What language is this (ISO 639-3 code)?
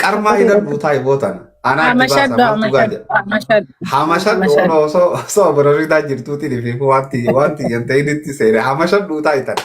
orm